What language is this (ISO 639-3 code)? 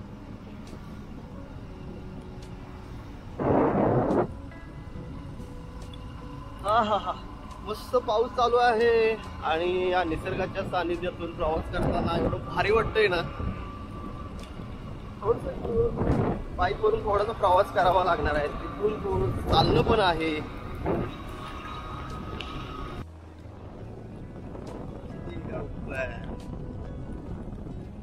mar